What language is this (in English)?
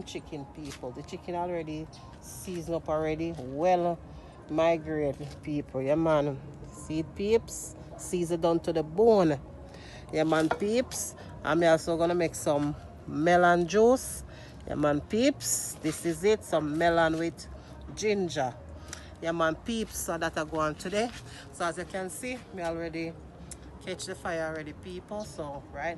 Jamaican Creole English